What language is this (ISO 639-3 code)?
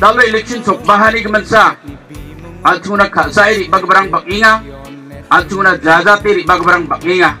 grt